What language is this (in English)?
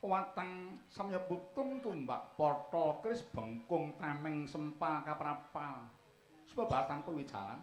Javanese